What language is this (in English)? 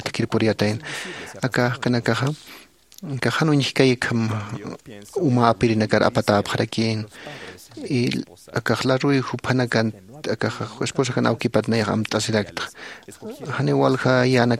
Aymara